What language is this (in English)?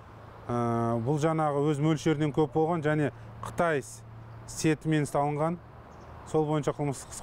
Kazakh